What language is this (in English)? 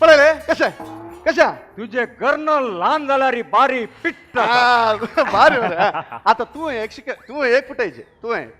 Konkani